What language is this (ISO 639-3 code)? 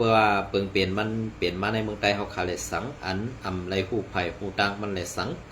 shn